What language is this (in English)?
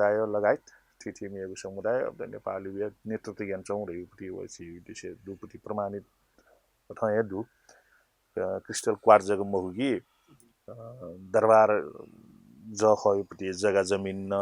Newari